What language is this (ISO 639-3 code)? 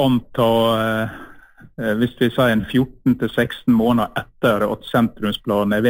nor